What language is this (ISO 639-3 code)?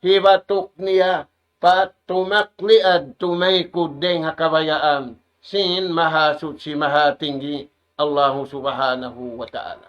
tsg